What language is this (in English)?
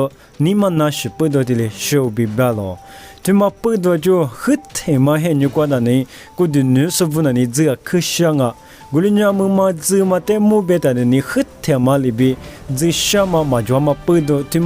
Lisu